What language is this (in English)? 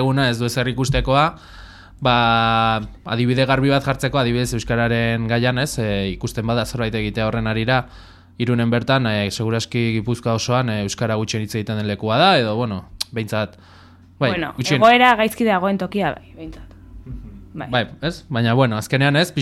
Basque